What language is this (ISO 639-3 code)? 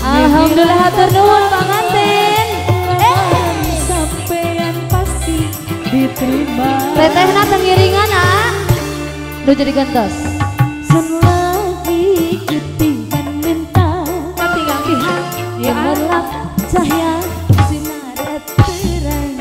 sun